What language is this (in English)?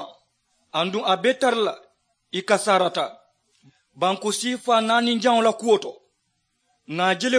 Mandingo